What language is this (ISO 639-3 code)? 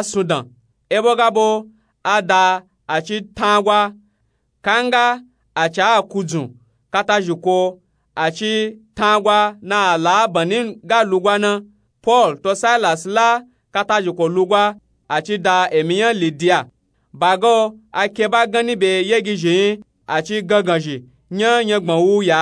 nup